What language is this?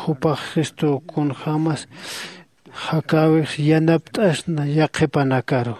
Aymara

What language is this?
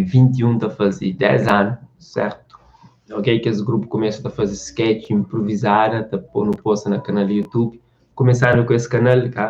Kabuverdianu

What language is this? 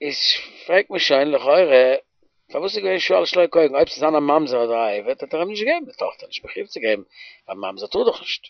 Yiddish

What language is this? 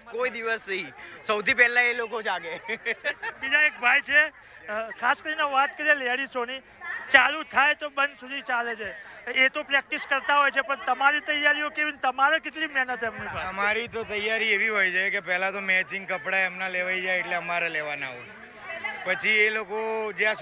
Gujarati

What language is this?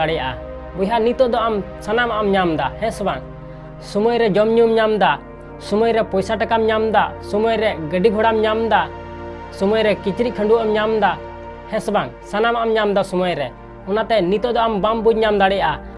Santali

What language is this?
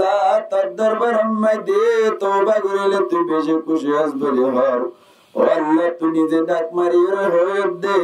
Rohingya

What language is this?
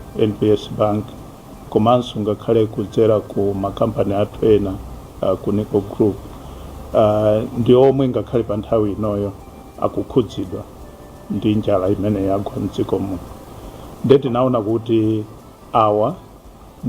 Nyanja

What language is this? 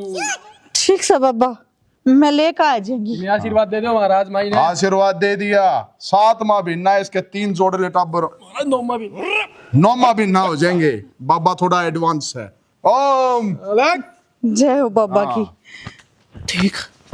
Haryanvi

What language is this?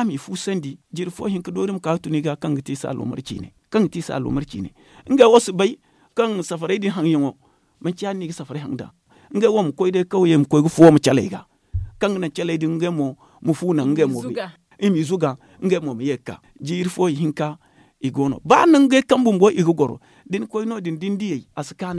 Zarma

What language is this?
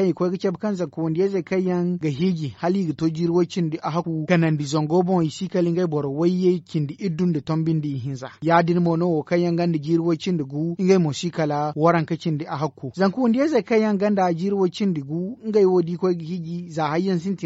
Zarma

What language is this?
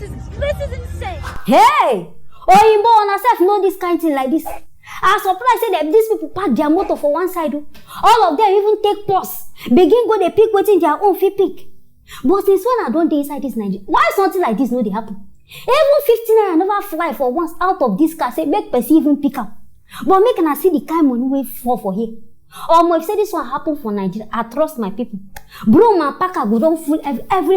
Nigerian Pidgin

